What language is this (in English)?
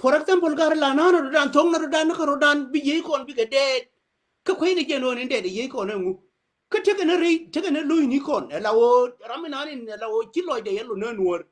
Nuer